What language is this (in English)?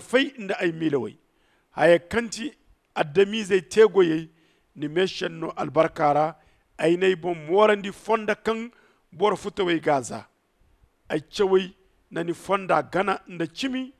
Zarma